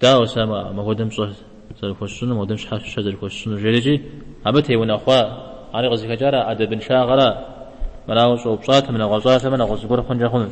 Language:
Kabardian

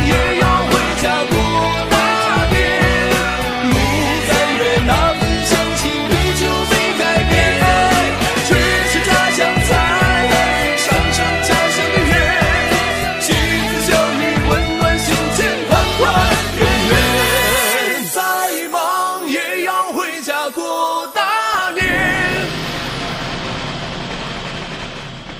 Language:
Chinese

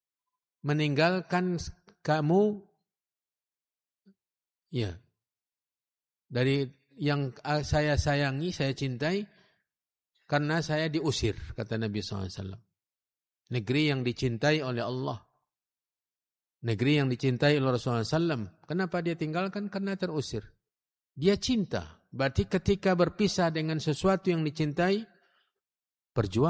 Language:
Indonesian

